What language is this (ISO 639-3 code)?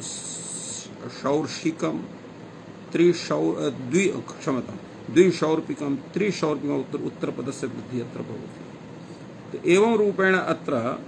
san